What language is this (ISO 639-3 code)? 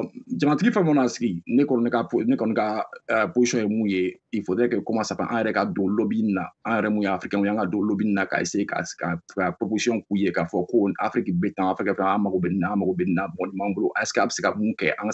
bam